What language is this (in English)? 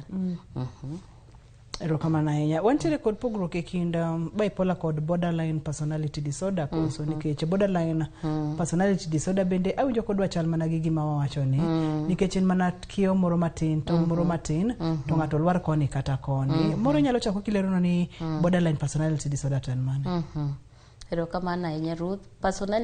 Luo (Kenya and Tanzania)